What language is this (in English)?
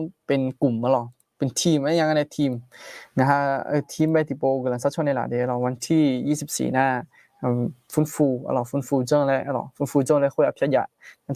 Akha